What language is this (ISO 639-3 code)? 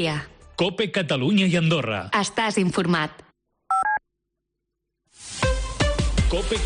cat